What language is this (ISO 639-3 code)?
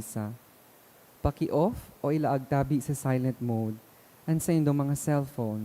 bik